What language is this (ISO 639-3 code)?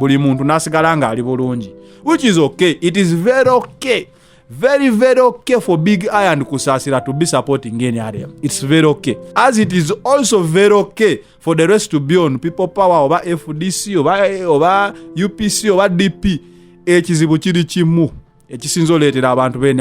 lug